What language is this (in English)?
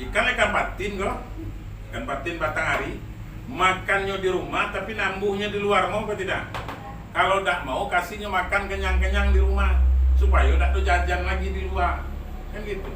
Minangkabau